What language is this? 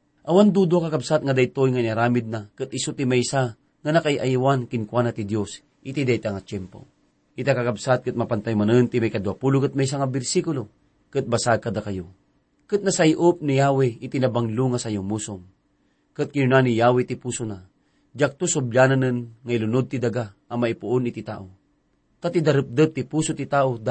Iloko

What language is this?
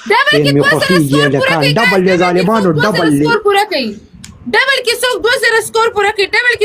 Pashto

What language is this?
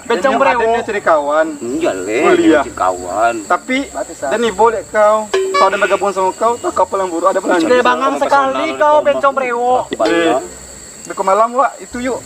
Minangkabau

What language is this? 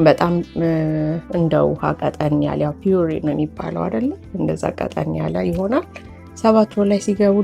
Amharic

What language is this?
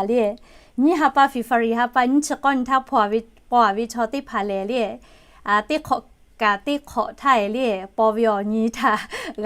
Lahu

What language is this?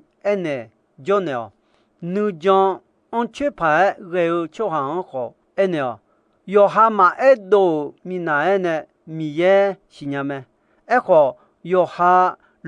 Akha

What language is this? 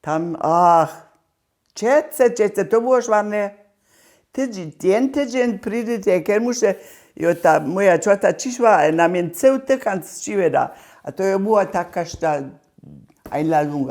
Upper Sorbian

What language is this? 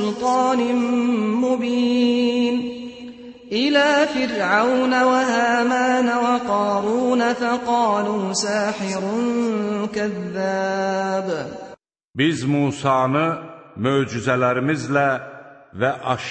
Azerbaijani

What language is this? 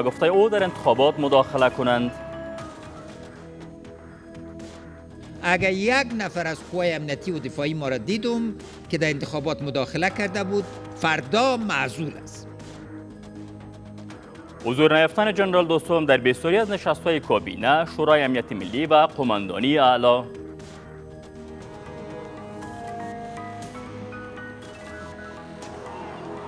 Persian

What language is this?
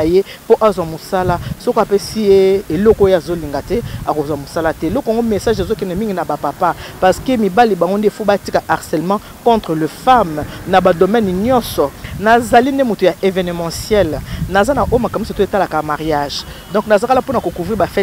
Lingala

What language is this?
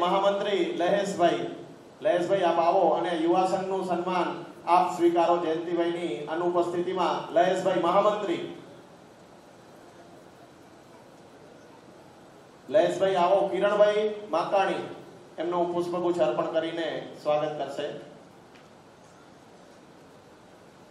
Gujarati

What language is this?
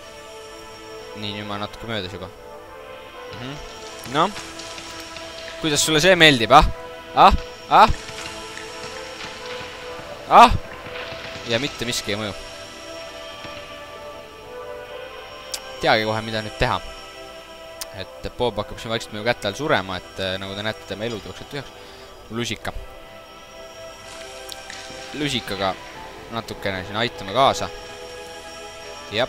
Estonian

